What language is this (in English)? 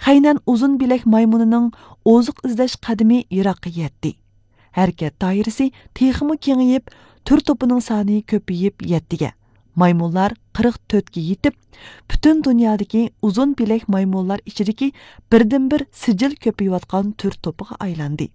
Uyghur